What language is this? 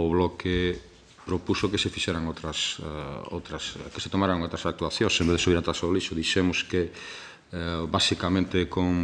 Galician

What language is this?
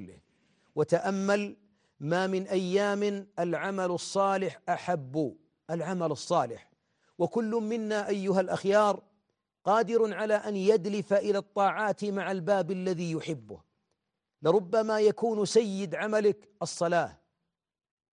Arabic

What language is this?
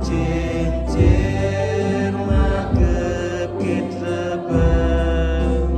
Central Mnong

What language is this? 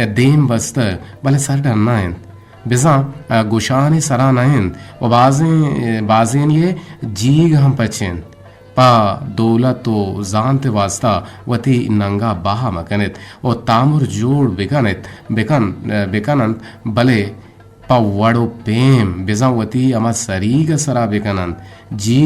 Eastern Balochi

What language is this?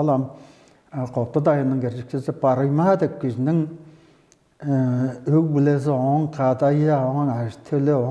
Tuvinian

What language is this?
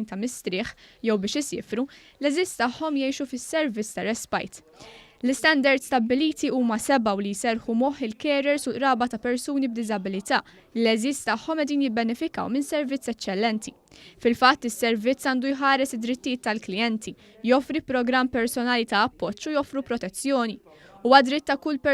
Maltese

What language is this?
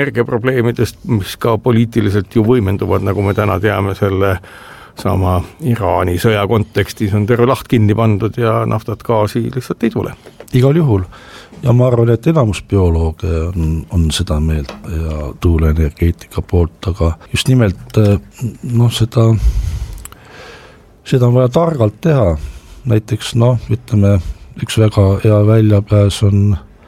Estonian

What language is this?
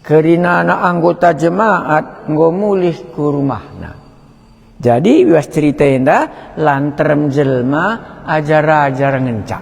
Batak Karo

